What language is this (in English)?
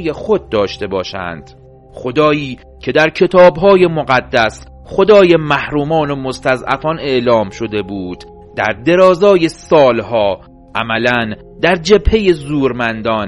Persian